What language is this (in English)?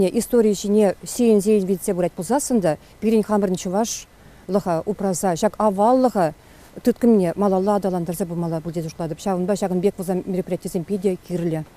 Chuvash